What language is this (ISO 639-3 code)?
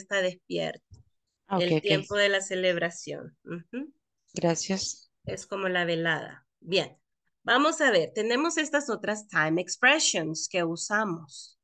spa